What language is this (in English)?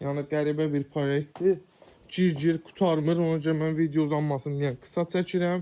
Azerbaijani